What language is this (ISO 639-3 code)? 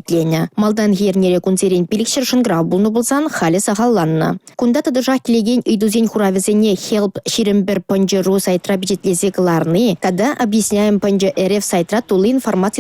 chv